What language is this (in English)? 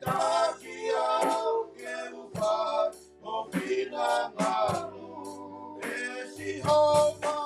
Tongan